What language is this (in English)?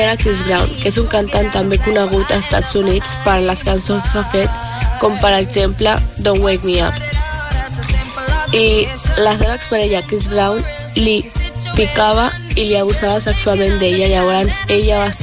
Catalan